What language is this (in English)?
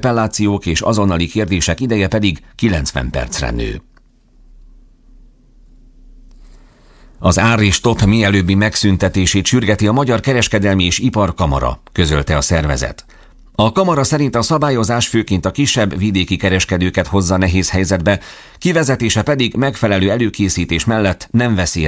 Hungarian